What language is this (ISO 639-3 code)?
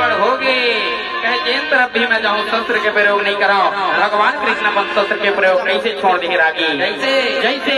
hne